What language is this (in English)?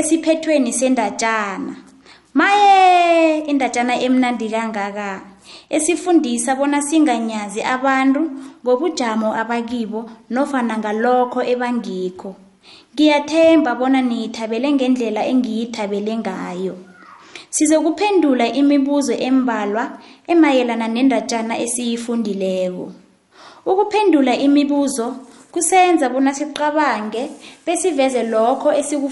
South Ndebele